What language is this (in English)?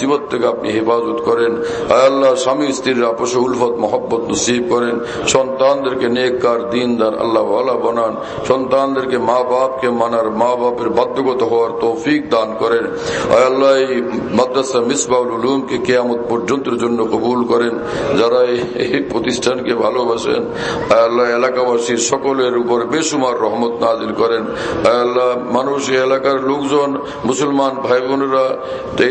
Bangla